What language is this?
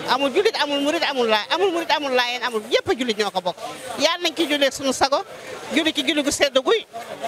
Wolof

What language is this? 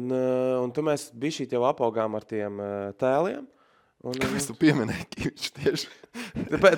Latvian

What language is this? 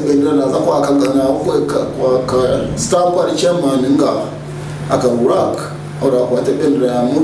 Nyankole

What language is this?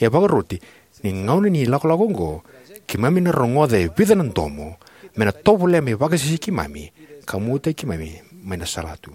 Fijian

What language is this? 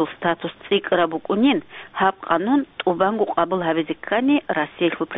Avaric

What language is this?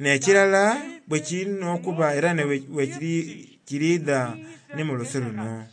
Soga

